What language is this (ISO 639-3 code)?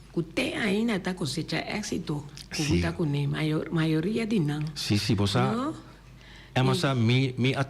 pap